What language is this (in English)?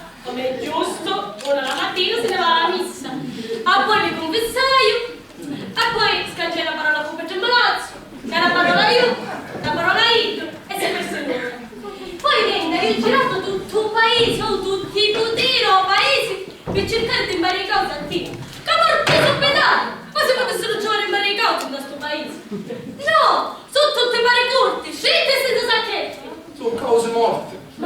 Sicilian